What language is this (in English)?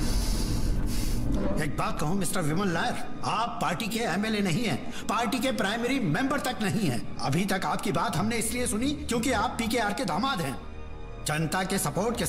Hindi